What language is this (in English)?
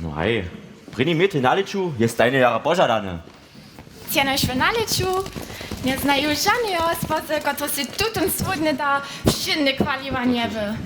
Upper Sorbian